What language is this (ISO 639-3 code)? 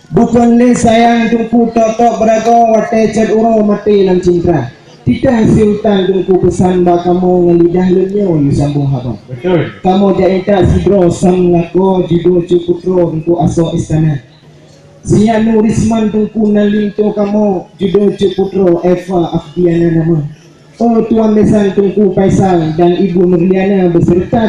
ace